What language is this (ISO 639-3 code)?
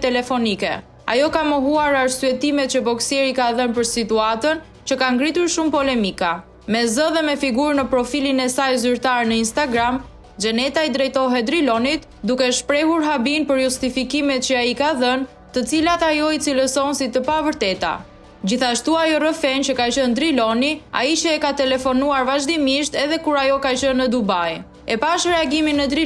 sqi